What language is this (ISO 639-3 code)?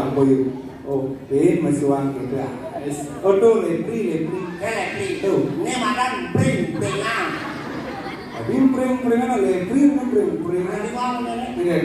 ban